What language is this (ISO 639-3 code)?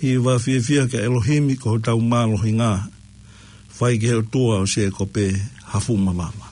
ton